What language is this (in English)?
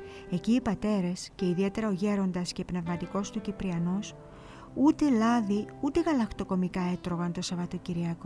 Greek